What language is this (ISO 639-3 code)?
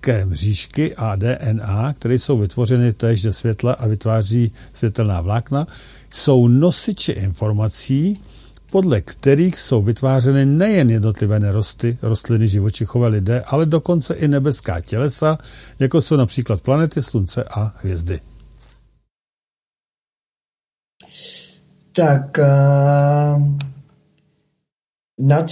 ces